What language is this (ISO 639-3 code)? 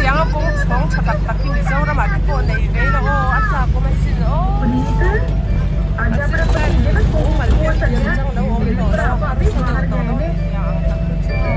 lus